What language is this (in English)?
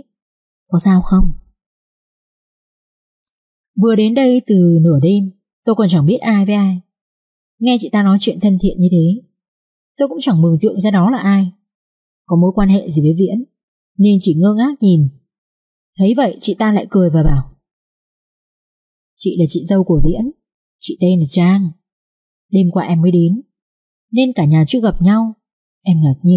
Vietnamese